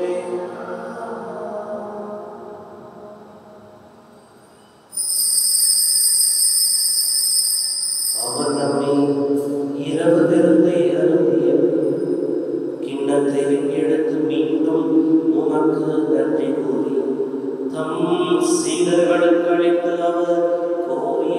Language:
Tamil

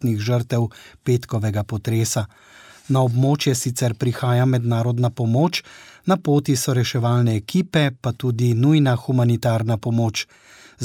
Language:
Slovenian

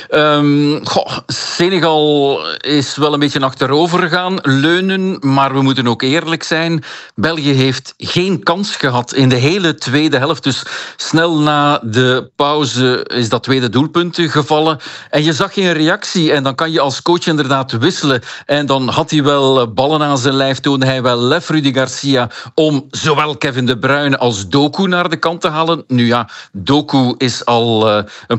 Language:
Dutch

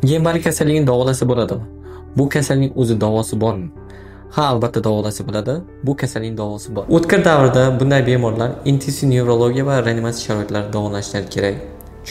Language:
Uzbek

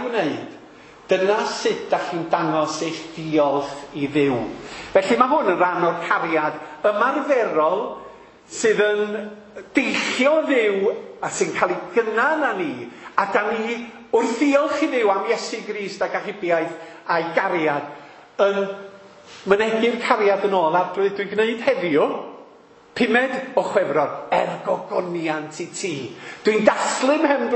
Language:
Welsh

